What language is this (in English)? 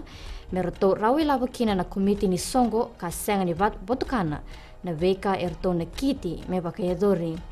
Fijian